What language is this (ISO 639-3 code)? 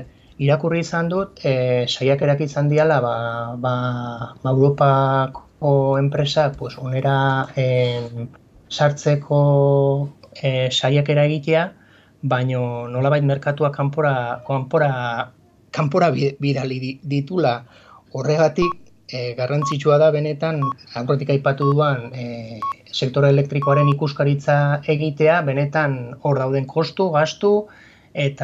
eus